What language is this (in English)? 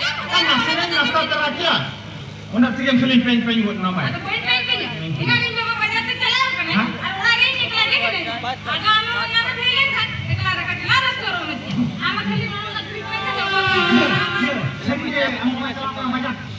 Santali